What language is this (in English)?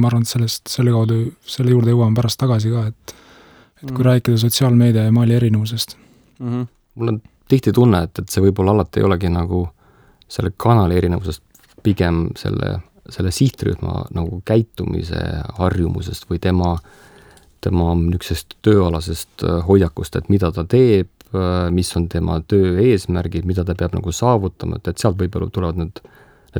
Estonian